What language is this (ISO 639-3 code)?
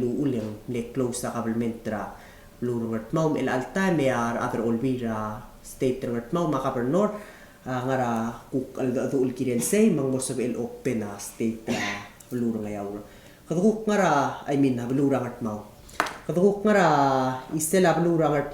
pau